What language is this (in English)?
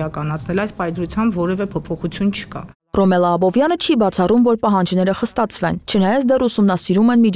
Armenian